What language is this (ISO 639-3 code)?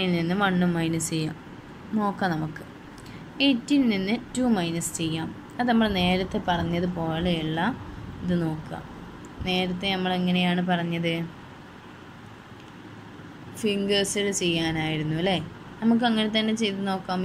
mal